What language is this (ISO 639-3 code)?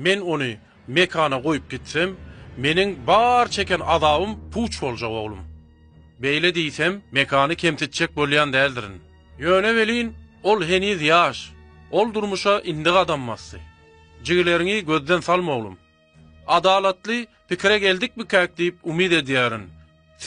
tuk